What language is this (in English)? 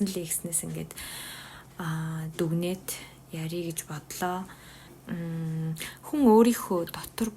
Mongolian